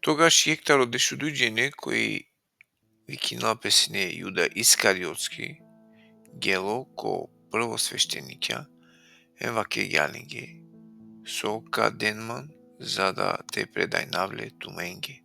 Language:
Balkan Romani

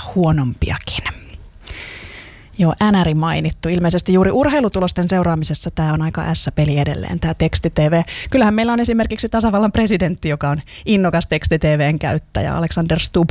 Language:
Finnish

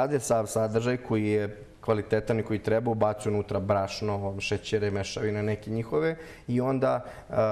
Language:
Bosnian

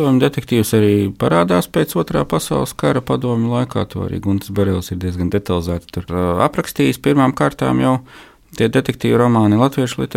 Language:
Latvian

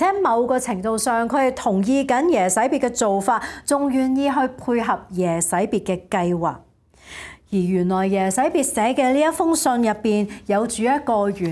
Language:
Cantonese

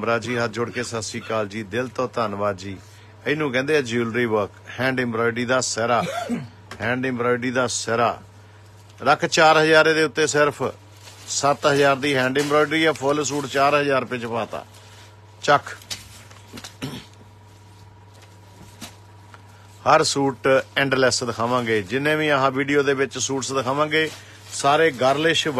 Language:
Punjabi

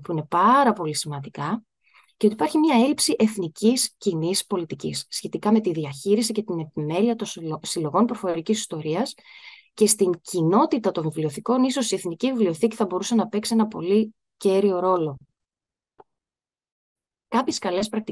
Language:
Greek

